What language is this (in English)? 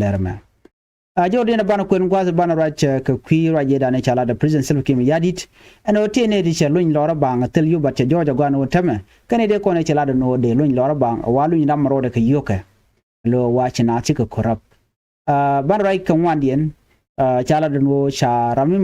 Nuer